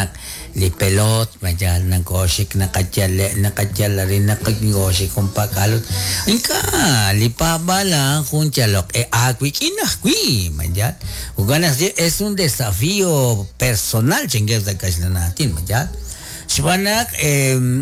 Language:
Kekchí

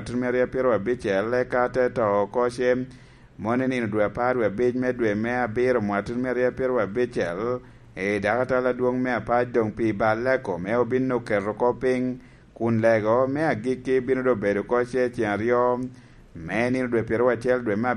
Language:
Lango (Uganda)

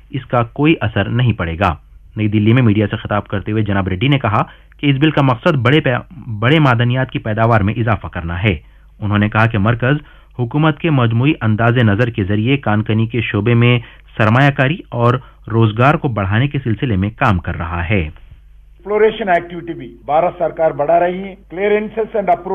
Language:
Urdu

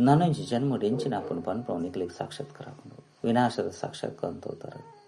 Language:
Tulu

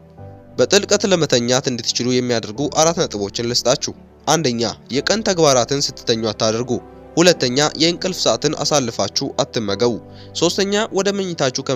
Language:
Amharic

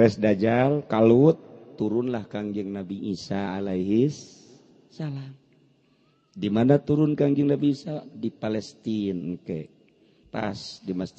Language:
Sundanese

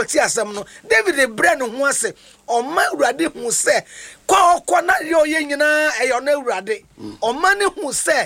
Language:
Akan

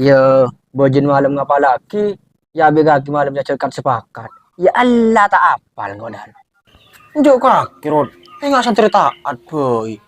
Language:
Madurese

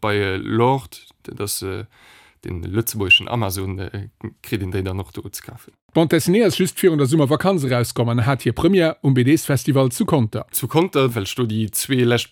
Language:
Luxembourgish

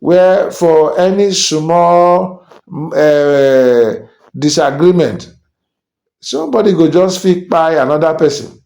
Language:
Nigerian Pidgin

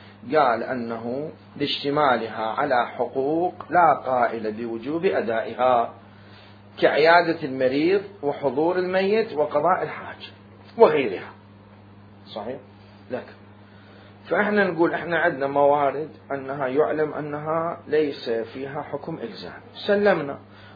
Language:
Mesopotamian Arabic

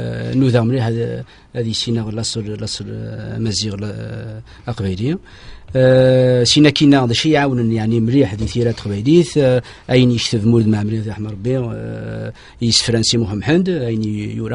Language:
Kabyle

